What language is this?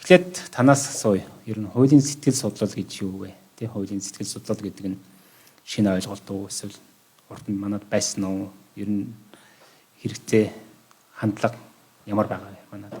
Mongolian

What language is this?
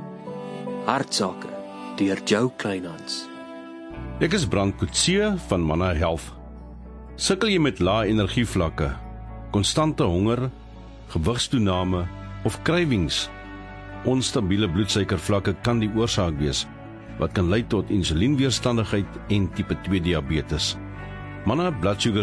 Afrikaans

